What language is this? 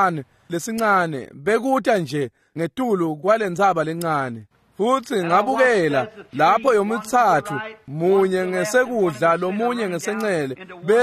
Swati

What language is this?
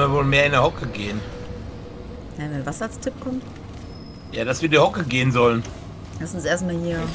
German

